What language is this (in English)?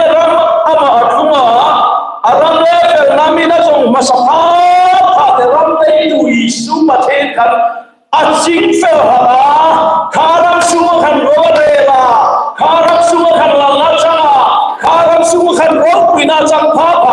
Hmar